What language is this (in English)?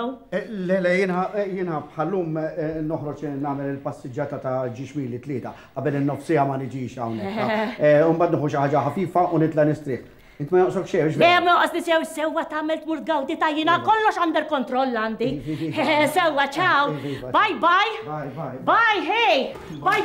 Maltese